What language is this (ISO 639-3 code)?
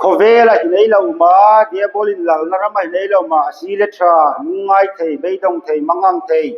hmr